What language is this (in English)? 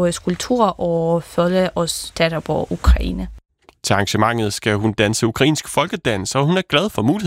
Danish